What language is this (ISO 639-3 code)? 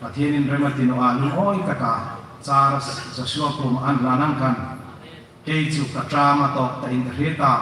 hmr